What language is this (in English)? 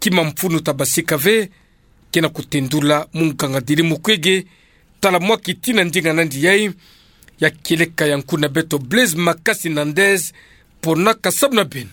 Kituba (Democratic Republic of Congo)